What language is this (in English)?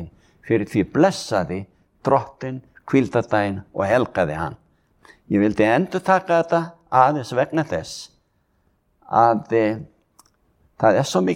Icelandic